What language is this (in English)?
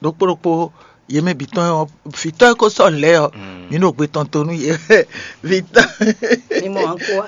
Fon